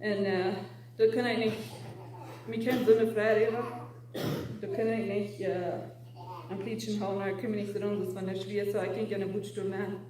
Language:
Plautdietsch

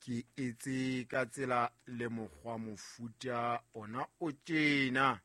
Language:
Southern Sotho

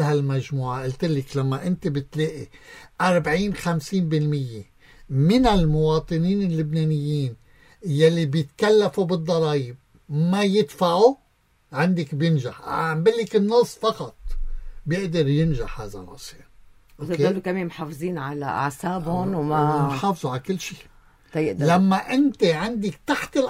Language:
North Levantine Arabic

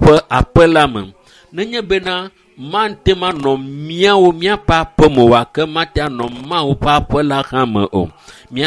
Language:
Ewe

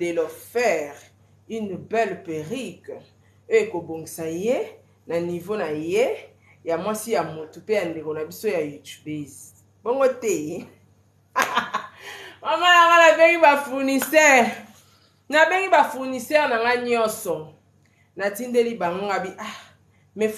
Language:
Lingala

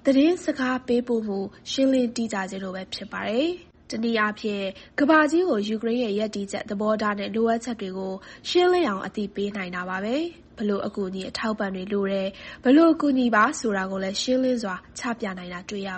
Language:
Burmese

